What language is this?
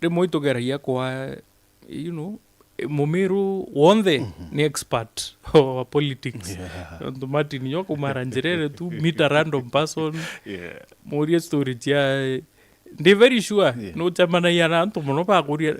Meru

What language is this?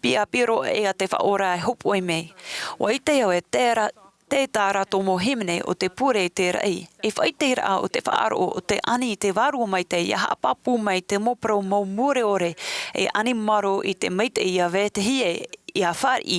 Tahitian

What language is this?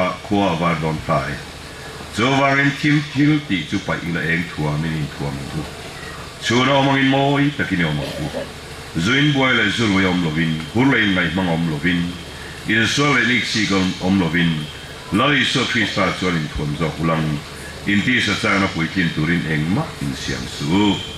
Falam Chin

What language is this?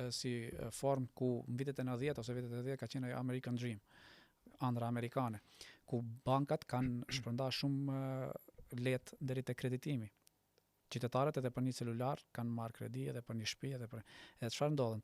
Albanian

